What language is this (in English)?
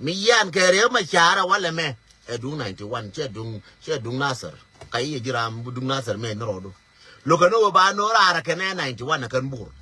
Nuer